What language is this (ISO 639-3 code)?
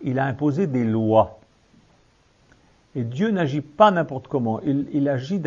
fra